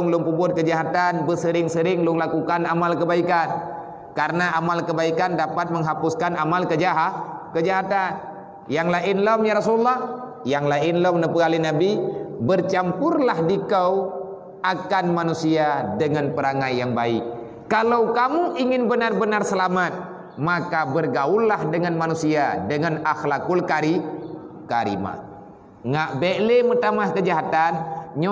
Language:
Achinese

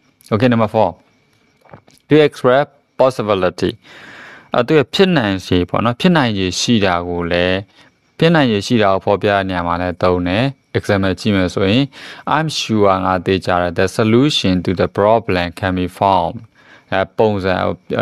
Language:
Burmese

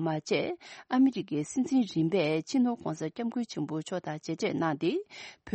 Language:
Tibetan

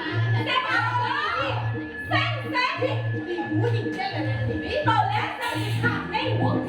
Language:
Balinese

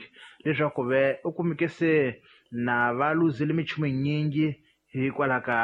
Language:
Tsonga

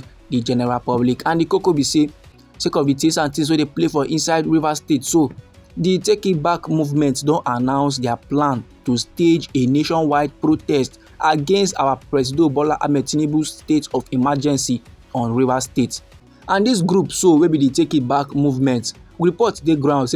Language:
Nigerian Pidgin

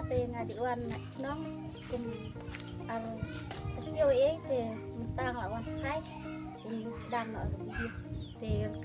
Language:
Khasi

